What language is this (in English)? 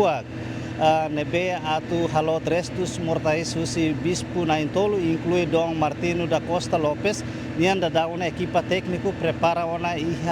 Tetum